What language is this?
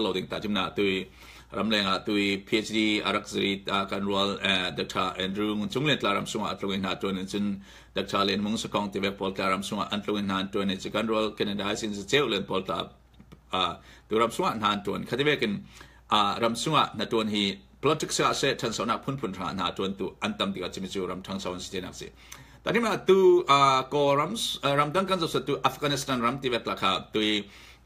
Falam Chin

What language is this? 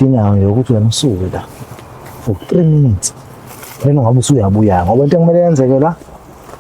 Zulu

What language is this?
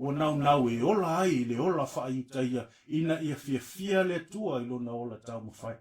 Samoan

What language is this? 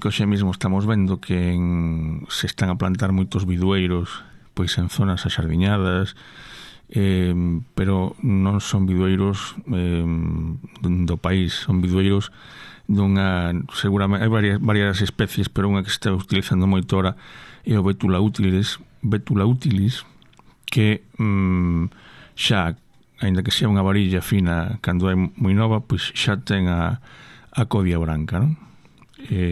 Galician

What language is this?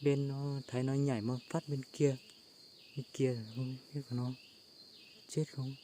Hmong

